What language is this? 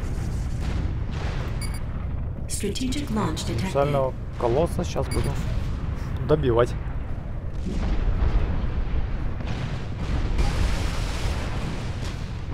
Russian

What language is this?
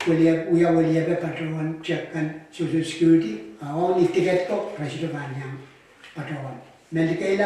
Pohnpeian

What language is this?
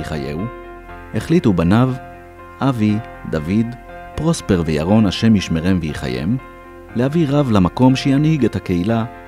Hebrew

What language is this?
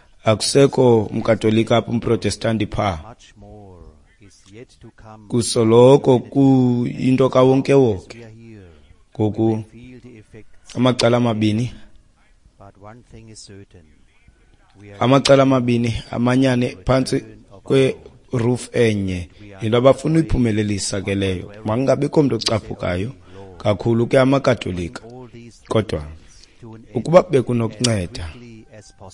Xhosa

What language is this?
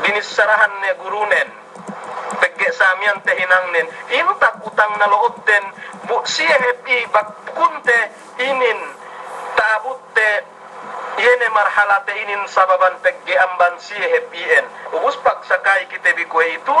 Yakan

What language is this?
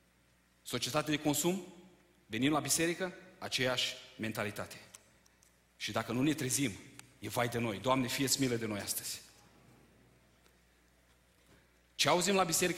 Romanian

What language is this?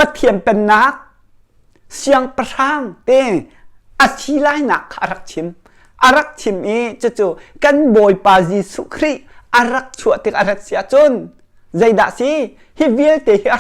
Hakha Chin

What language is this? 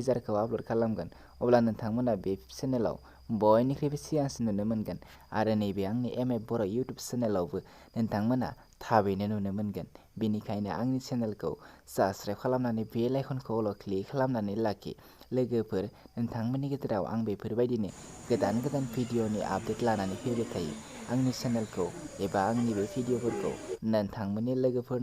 Bodo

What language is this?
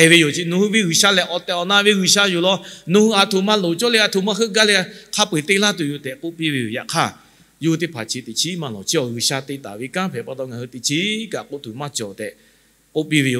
Lahu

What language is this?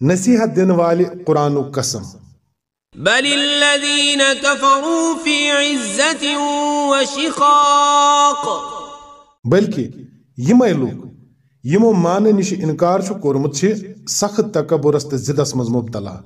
Kashmiri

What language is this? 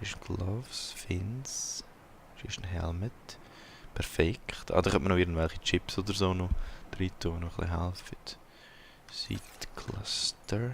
Swiss German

